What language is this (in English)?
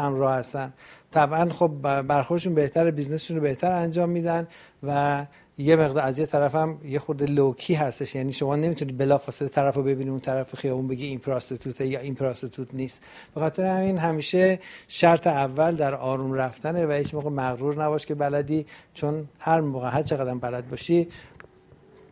Persian